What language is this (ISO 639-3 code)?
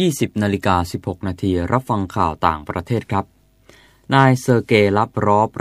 tha